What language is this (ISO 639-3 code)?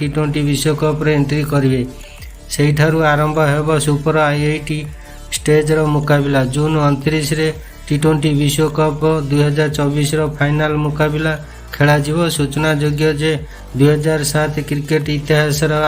ori